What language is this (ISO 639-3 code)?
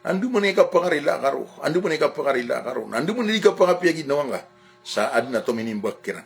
mrw